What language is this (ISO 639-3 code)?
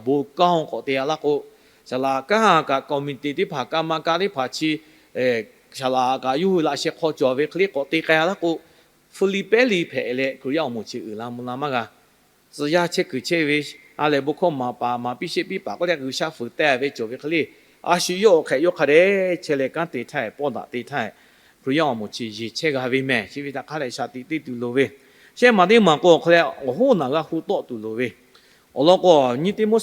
lhu